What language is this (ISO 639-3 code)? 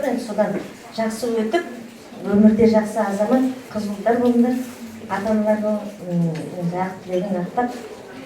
kaz